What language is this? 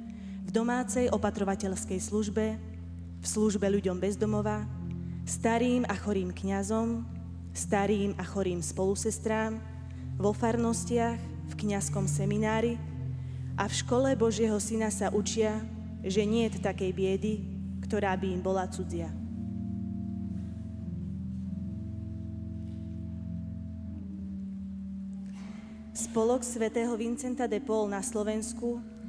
Slovak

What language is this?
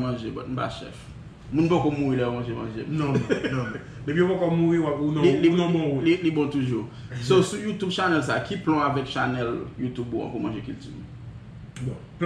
Haitian Creole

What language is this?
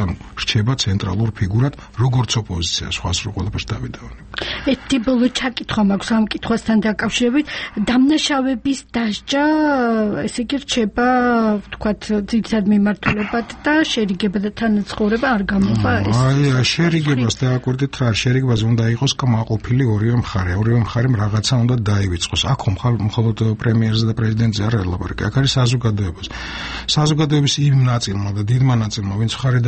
Georgian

